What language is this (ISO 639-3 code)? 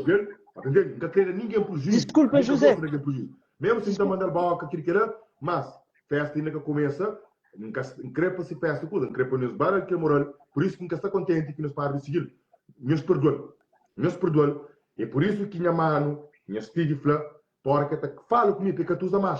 kea